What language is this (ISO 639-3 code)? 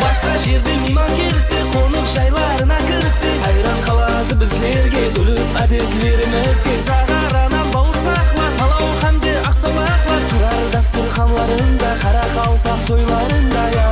kaa